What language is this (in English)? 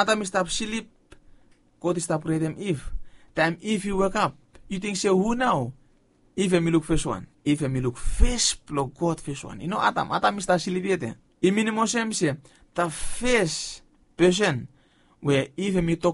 Bislama